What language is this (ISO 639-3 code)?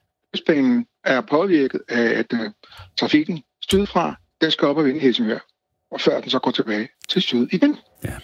dan